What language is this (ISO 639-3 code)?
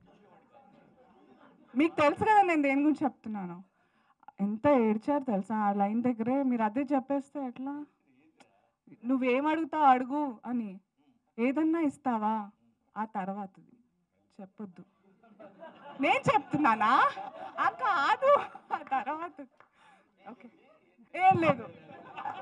tel